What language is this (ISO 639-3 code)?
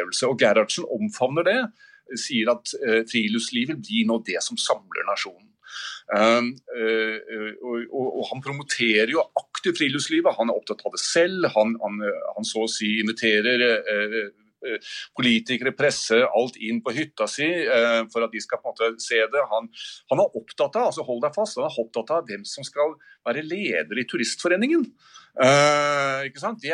nor